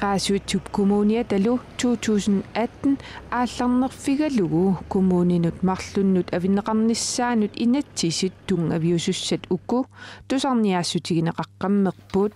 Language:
Kalaallisut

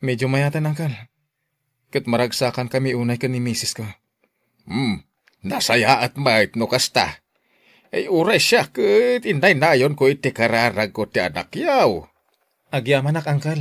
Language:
Iloko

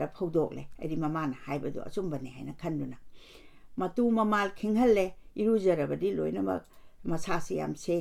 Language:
Manipuri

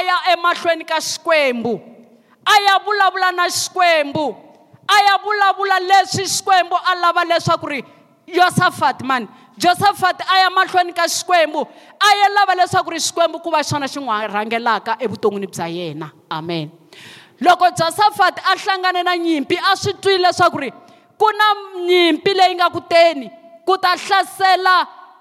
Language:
Tsonga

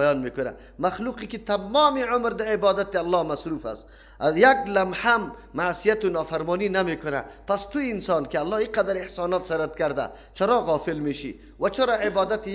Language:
Persian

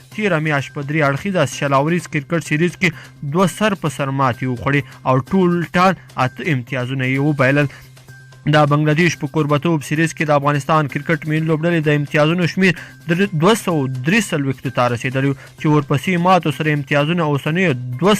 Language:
Pashto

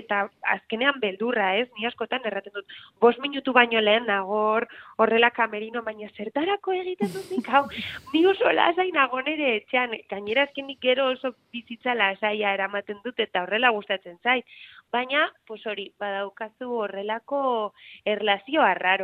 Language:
Basque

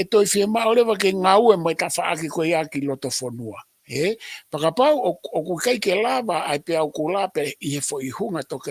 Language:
Tongan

